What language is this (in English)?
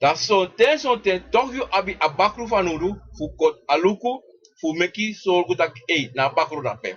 Sranan Tongo